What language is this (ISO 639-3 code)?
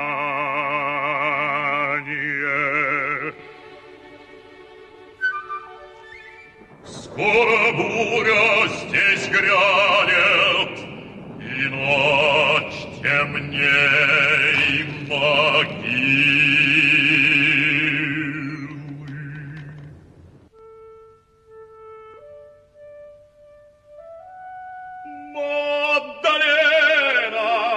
rus